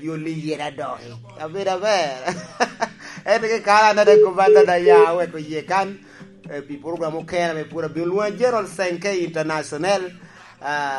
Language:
Lango (Uganda)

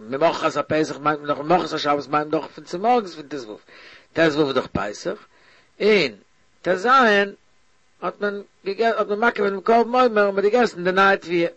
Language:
Yiddish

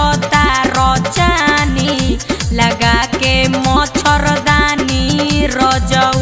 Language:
Magahi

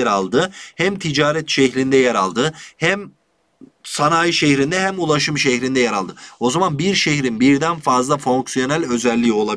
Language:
Turkish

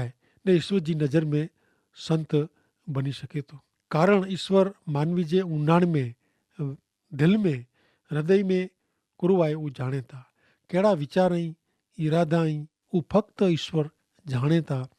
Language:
Kachhi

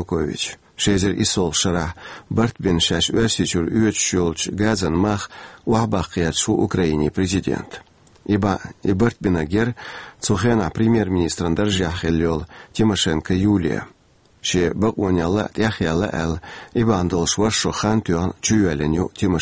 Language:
Chechen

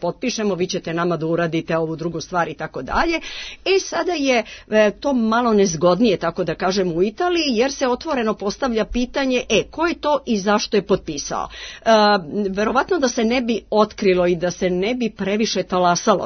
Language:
Serbian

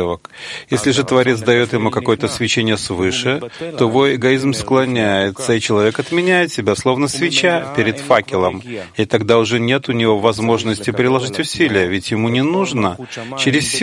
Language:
Russian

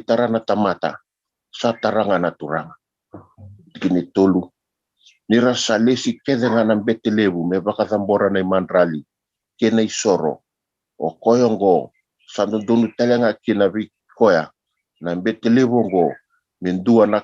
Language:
Fijian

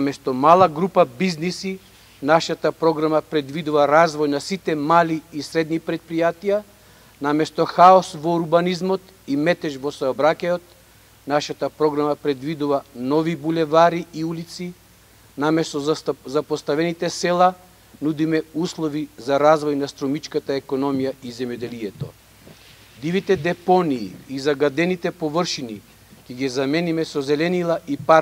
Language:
Macedonian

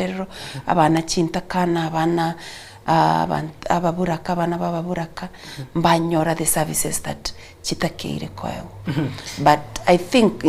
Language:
Gusii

